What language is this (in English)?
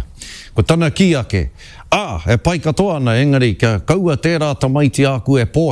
Māori